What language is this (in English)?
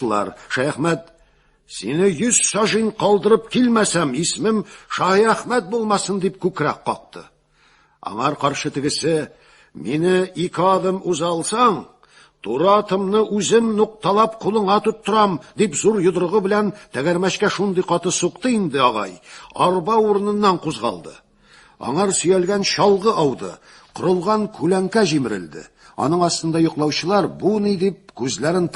Tatar